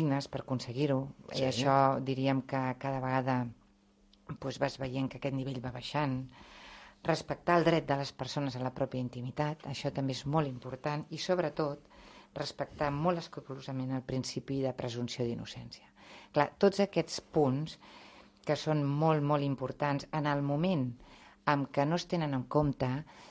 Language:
Catalan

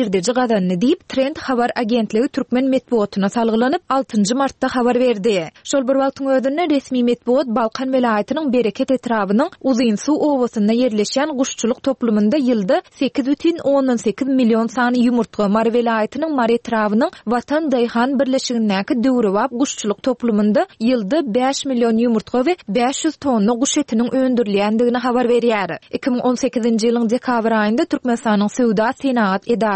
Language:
Turkmen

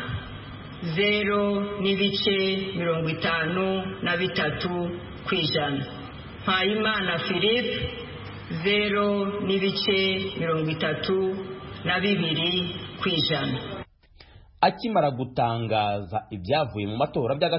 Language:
Kinyarwanda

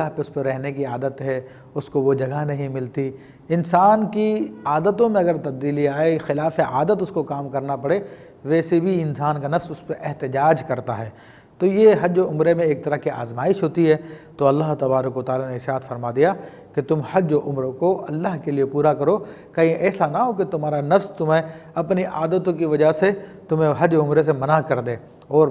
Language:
Urdu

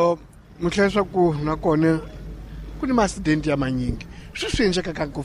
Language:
Tsonga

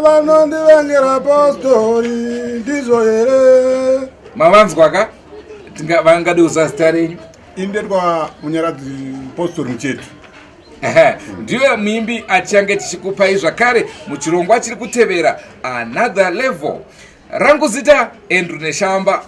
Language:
Shona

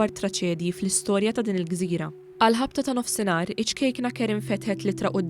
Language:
Maltese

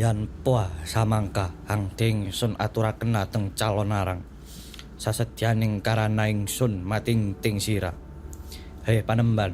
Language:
Javanese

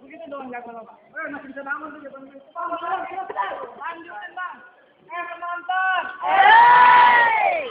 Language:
Betawi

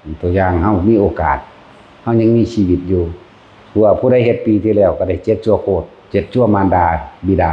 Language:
Lao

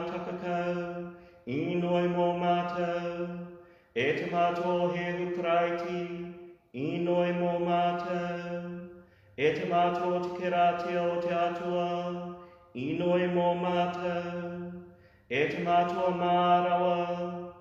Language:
Māori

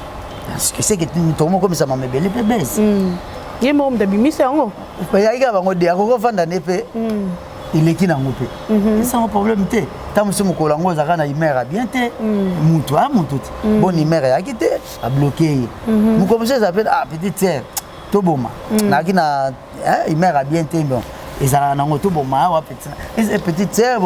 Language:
Lingala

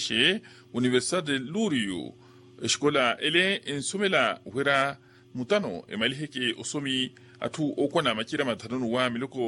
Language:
Makhuwa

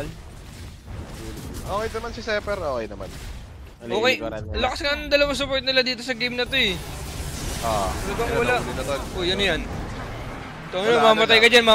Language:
Filipino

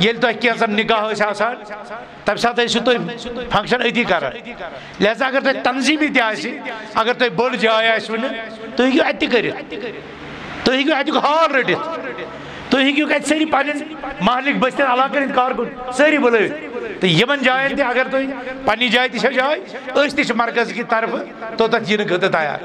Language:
Kashmiri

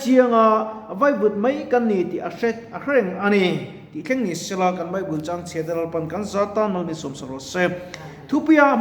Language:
Mizo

